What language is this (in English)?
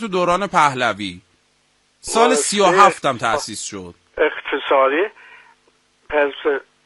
Persian